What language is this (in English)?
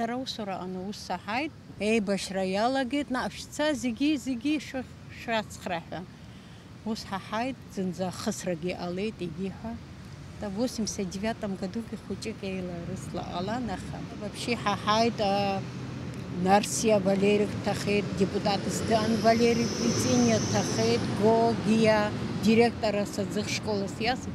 Abkhazian